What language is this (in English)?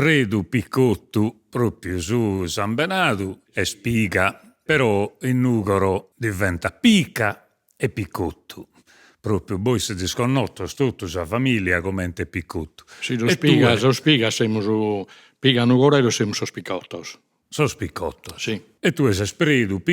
Sardinian